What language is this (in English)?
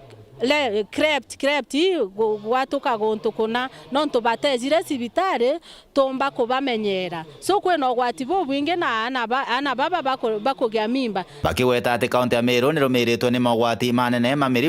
Meru